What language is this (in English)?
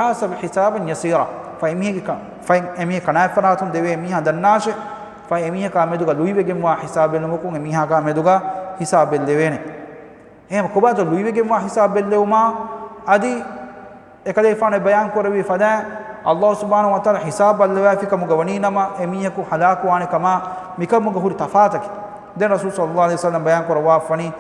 Divehi